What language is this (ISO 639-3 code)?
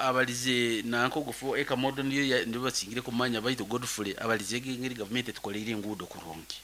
nyn